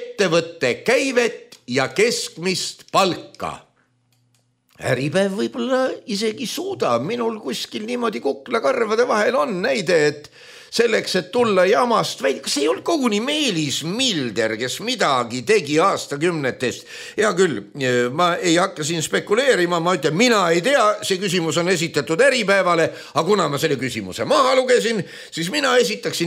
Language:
Estonian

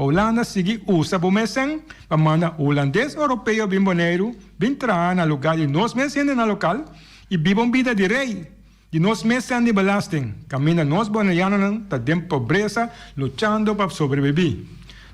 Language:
Papiamento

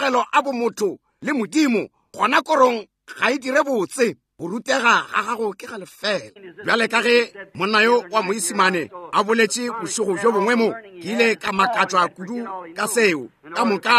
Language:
Northern Sotho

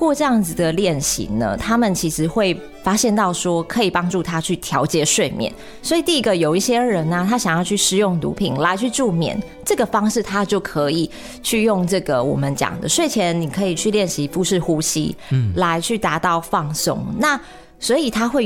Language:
Chinese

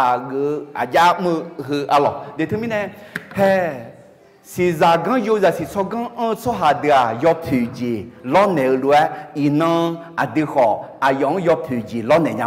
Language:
Akha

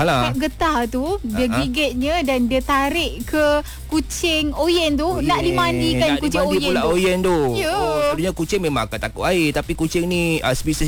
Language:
Malay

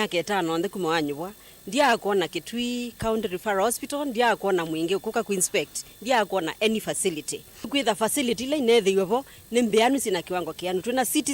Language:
Kamba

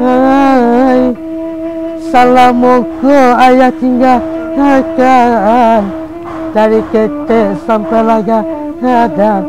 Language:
Minangkabau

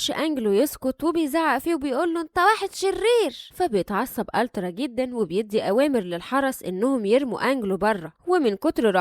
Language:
Egyptian Arabic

